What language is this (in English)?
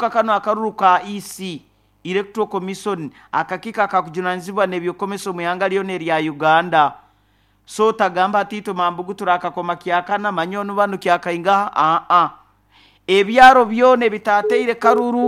Nyoro